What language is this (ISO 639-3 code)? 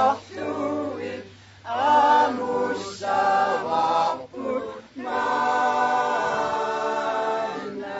kal